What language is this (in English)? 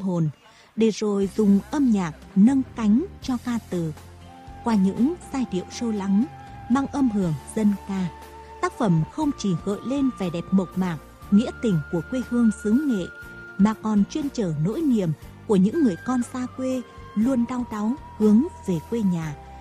Vietnamese